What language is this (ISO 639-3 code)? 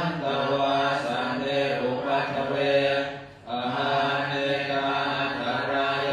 pli